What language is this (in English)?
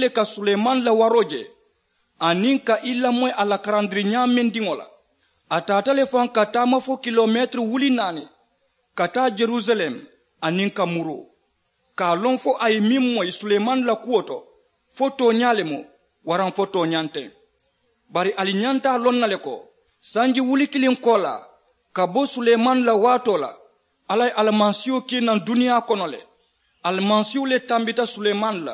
Mandingo